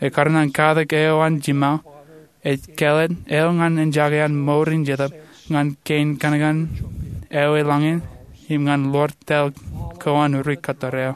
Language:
Marshallese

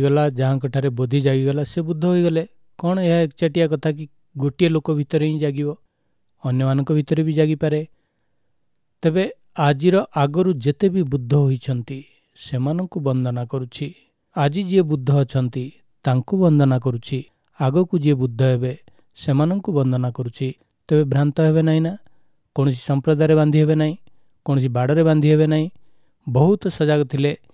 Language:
Odia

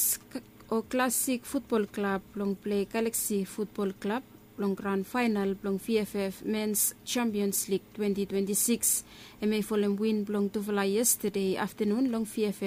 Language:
Bislama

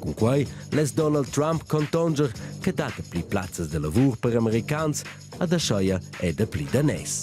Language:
Romansh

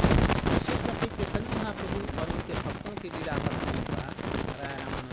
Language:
Hindi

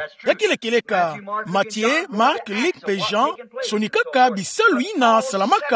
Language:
Kituba (Democratic Republic of Congo)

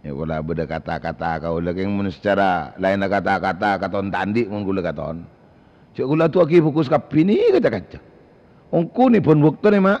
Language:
Madurese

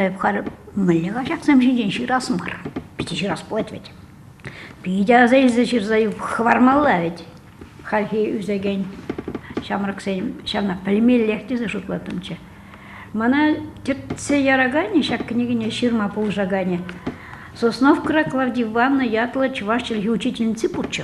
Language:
Chuvash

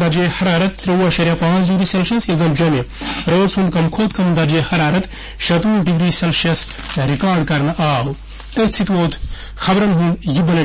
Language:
Kashmiri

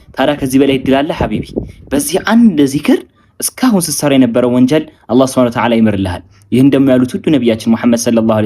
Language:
Amharic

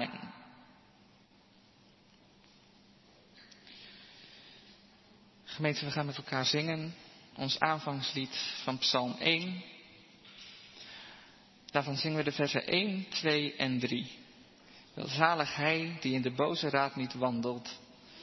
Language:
Dutch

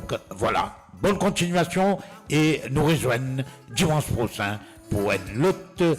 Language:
Morisyen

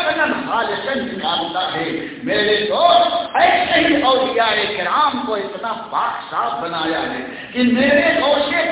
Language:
Urdu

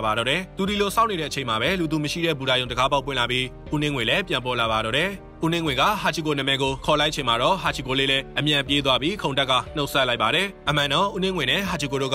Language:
Burmese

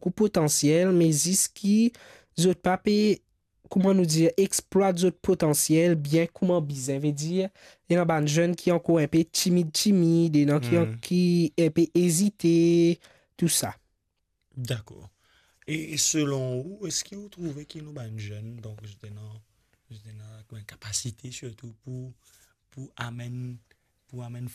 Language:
Morisyen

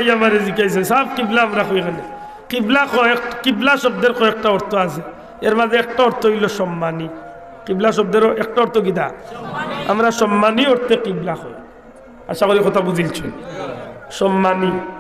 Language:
Sylheti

